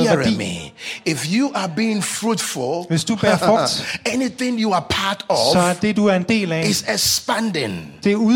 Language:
Danish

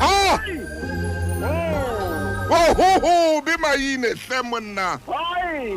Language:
Southern Sotho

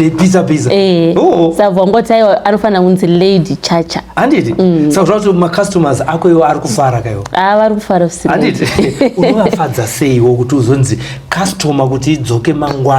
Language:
Shona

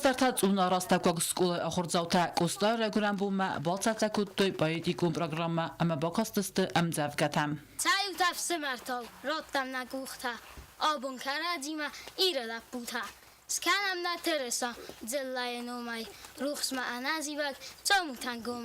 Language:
Ossetic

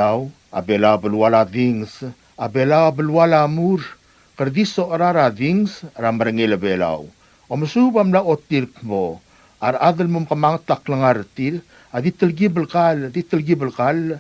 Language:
Palauan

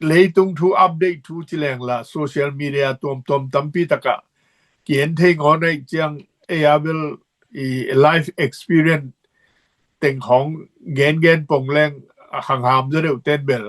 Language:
Tedim Chin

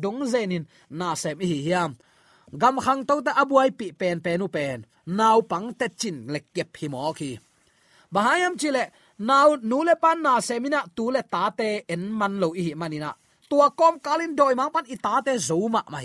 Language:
Tedim Chin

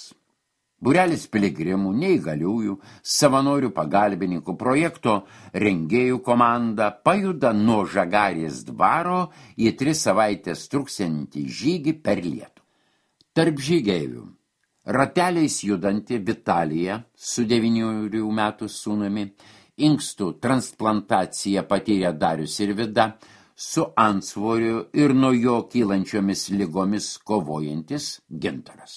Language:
Lithuanian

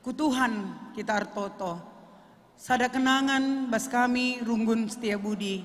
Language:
Batak Karo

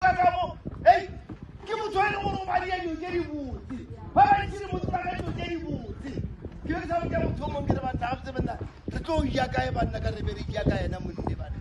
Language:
Northern Sotho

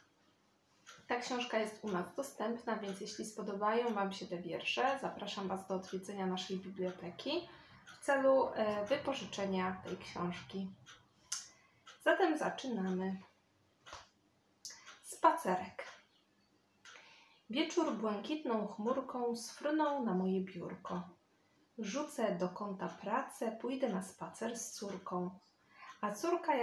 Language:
Polish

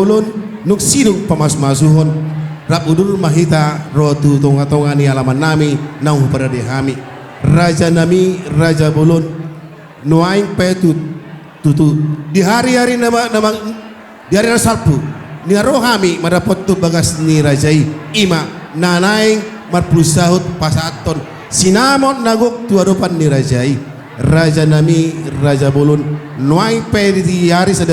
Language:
Batak Toba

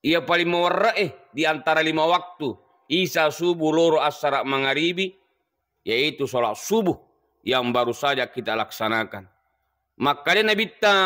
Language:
Buginese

